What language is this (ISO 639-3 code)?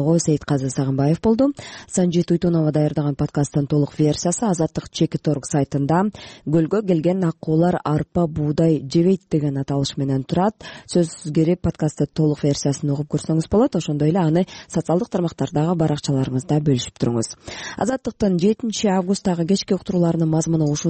kir